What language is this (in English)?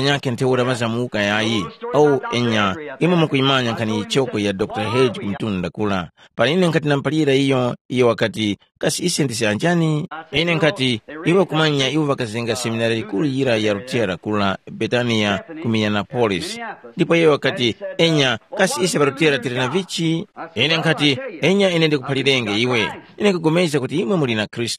Tumbuka